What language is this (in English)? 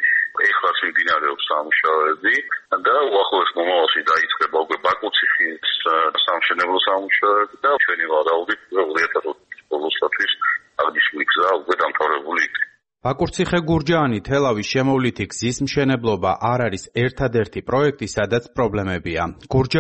Georgian